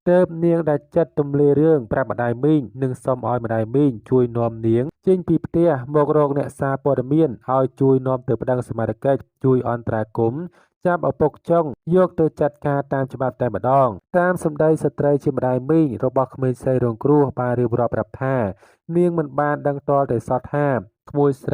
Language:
Khmer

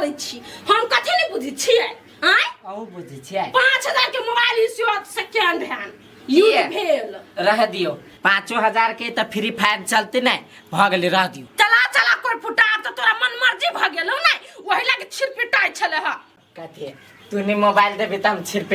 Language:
Maithili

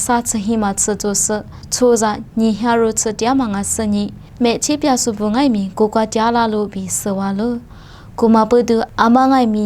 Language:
Lisu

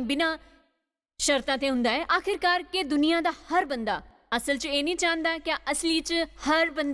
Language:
Dogri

